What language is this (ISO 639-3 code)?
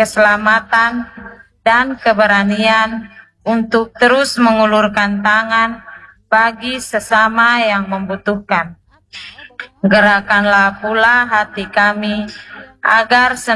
ind